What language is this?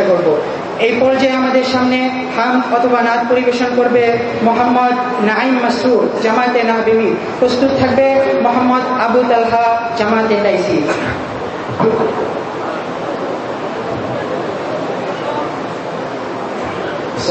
Bangla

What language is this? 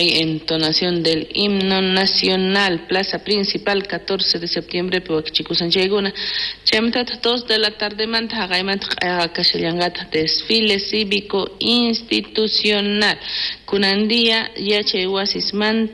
South Bolivian Quechua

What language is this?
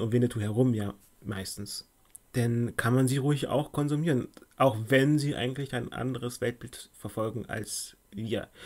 German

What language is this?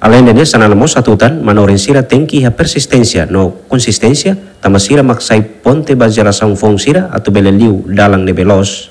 Tetum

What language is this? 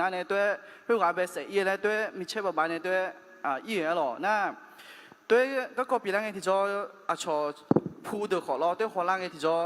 Akha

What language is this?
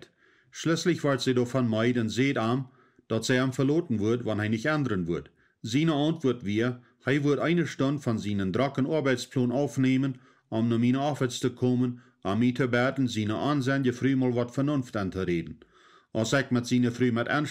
Plautdietsch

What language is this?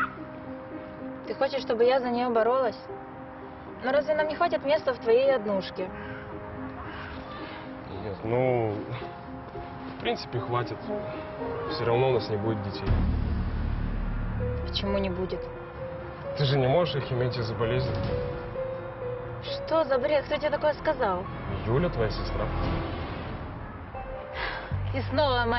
Russian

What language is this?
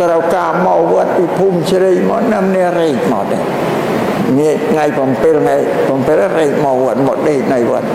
Khmer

